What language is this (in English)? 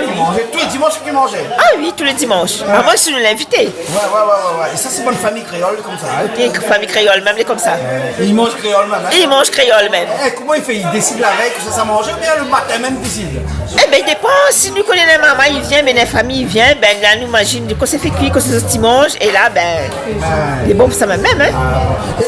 Réunion Creole French